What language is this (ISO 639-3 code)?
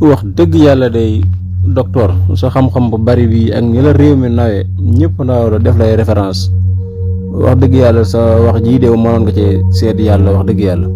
wol